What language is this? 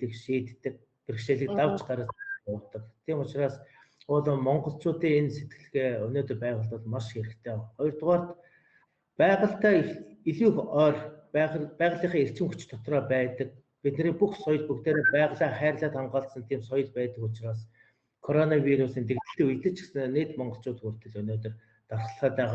Mongolian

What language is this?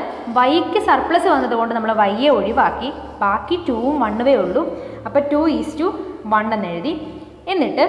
Malayalam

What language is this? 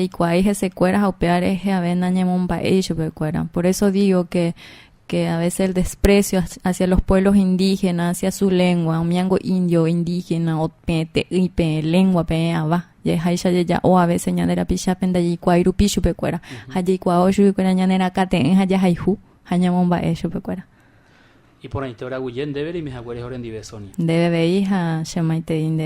Guarani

